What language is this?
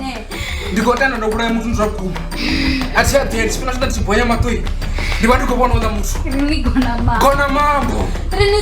Venda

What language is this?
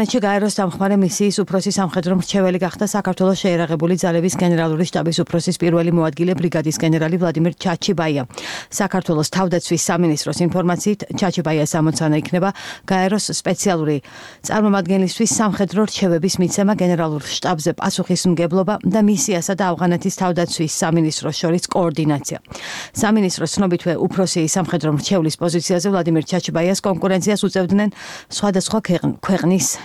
Georgian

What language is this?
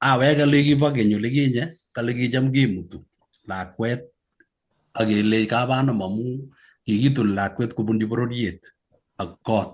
Kalenjin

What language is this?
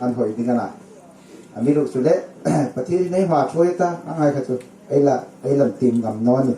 Hmar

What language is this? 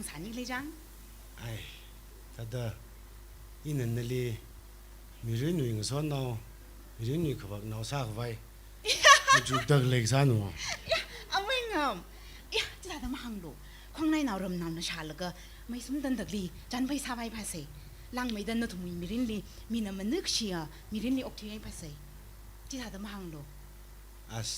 Tangkhul Naga (India)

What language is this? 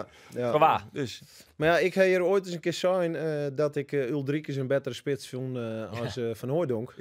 Western Frisian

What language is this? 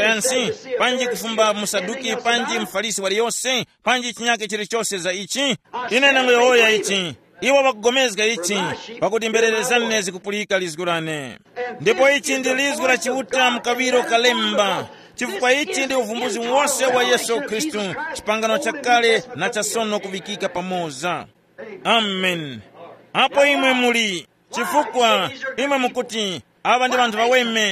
Tumbuka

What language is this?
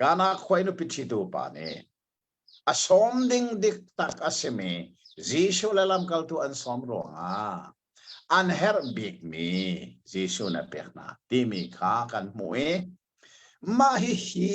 Hakha Chin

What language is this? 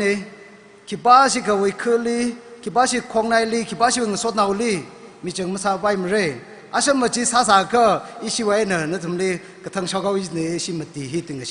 Tangkhul Naga (India)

